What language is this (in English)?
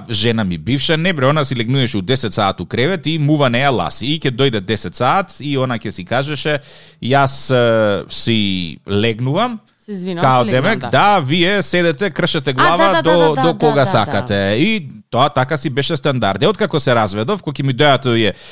Macedonian